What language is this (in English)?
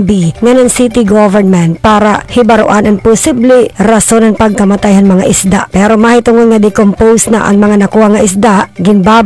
Waray